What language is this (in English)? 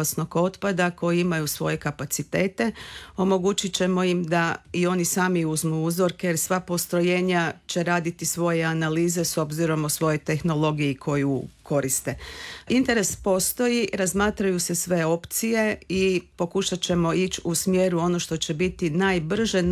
Croatian